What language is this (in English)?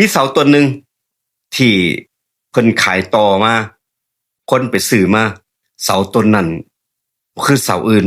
Northeastern Thai